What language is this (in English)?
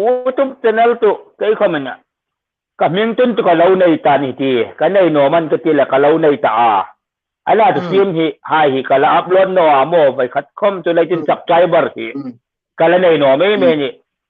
Hmar